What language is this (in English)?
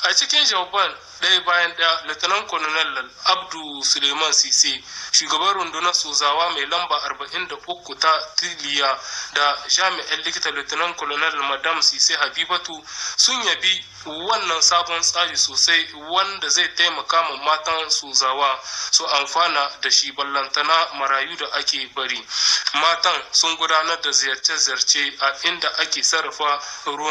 Hausa